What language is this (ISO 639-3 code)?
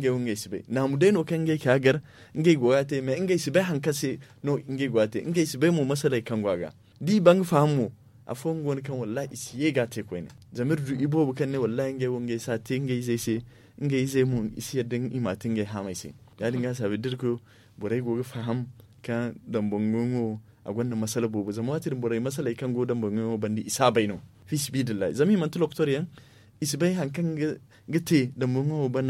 dje